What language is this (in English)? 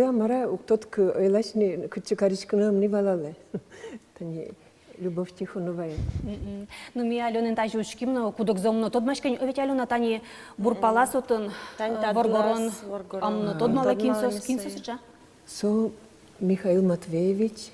Udmurt